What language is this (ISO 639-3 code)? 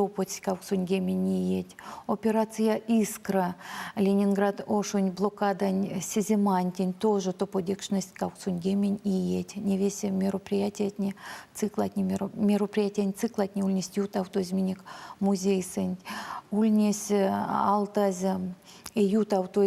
myv